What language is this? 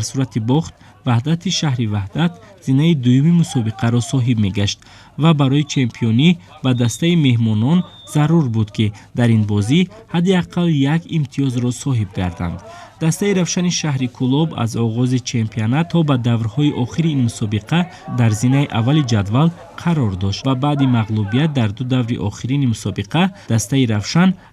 Tajik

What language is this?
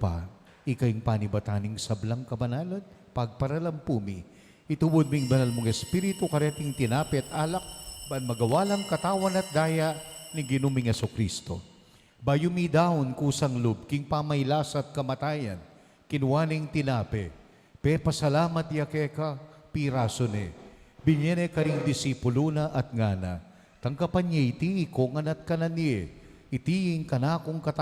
Pampanga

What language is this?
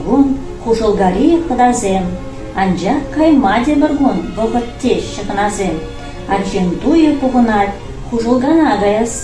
Chuvash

